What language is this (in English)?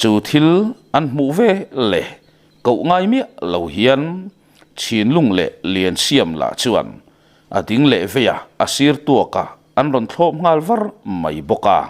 Mizo